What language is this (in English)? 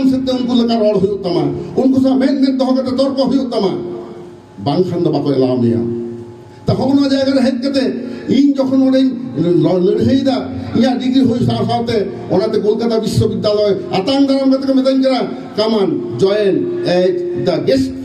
Santali